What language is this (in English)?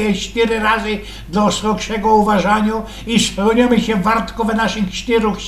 Silesian